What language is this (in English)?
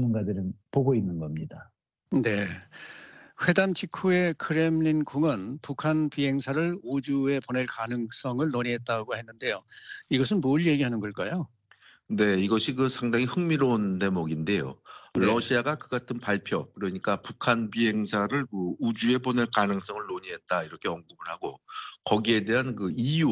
Korean